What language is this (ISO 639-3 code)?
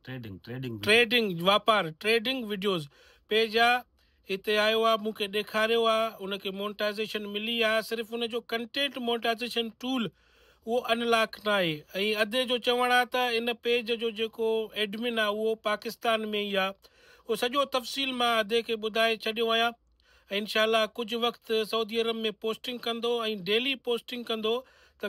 snd